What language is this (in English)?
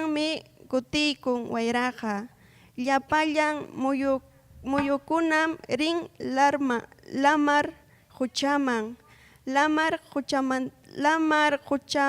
Ayacucho Quechua